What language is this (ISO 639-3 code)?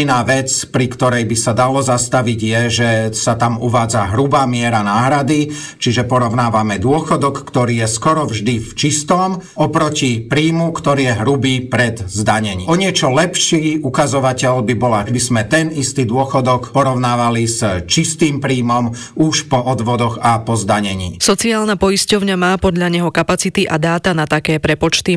slk